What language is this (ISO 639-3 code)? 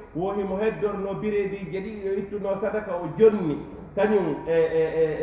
ful